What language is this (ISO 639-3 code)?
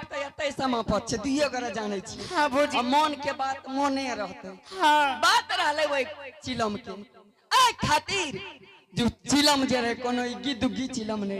anp